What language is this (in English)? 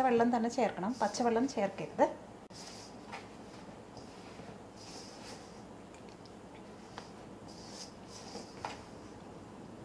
Malayalam